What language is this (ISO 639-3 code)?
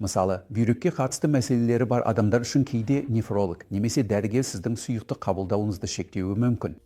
kaz